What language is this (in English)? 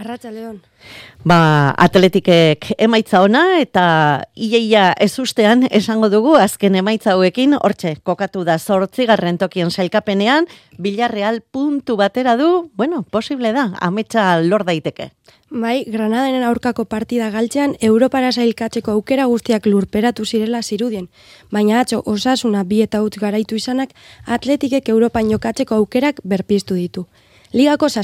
Basque